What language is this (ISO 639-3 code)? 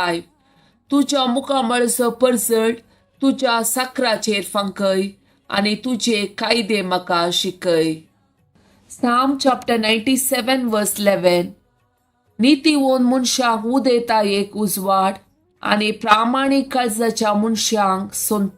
kok